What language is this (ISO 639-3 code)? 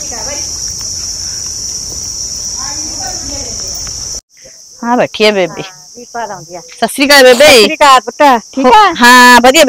pan